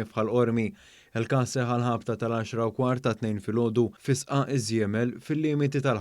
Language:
Maltese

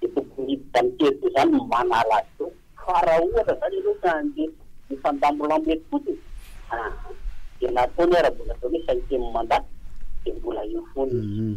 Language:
Malagasy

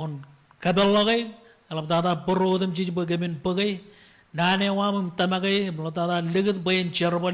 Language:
Marshallese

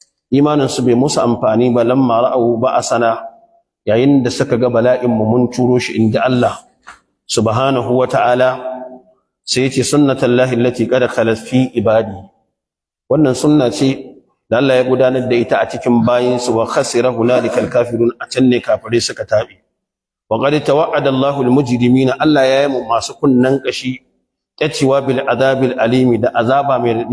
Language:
Hausa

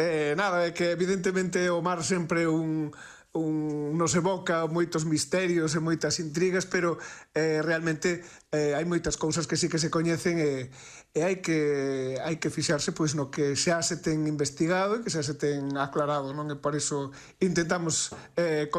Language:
Galician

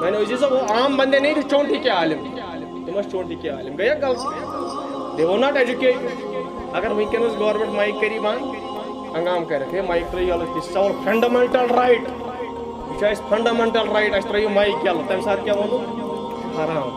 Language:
Kashmiri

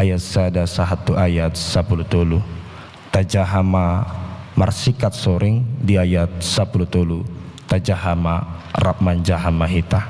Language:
Batak Toba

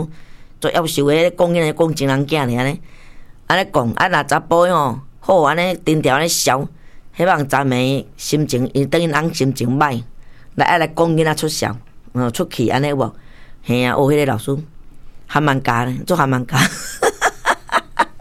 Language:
Min Nan Chinese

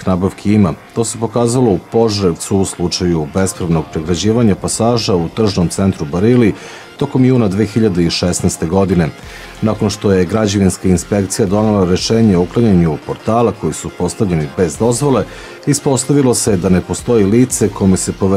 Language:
Serbian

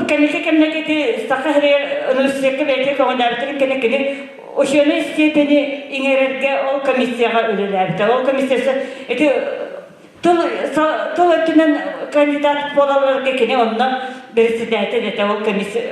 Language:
Yakut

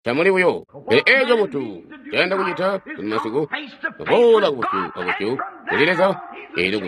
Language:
Tonga (Zambia)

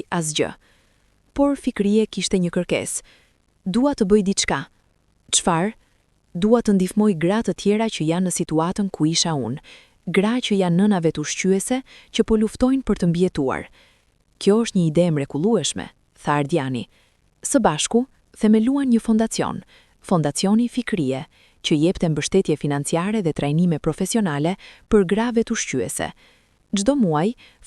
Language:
Albanian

